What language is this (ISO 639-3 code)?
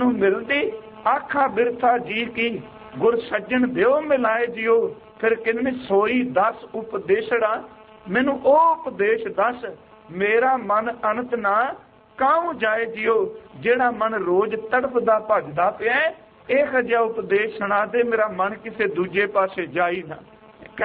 pan